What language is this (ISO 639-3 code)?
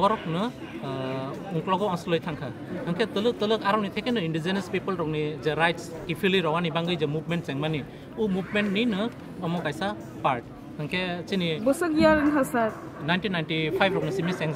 trp